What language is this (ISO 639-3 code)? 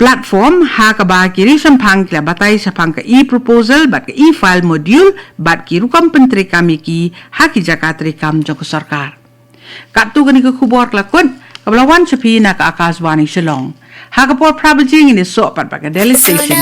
kha